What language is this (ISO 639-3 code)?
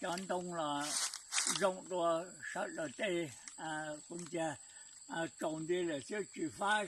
hmn